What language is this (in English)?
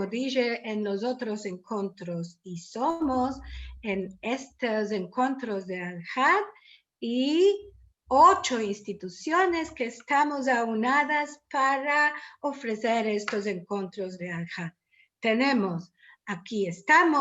Ladino